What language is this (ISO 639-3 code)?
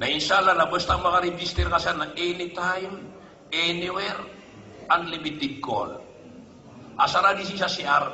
mrw